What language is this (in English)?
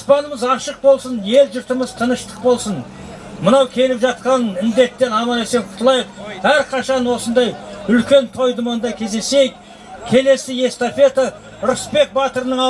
Kazakh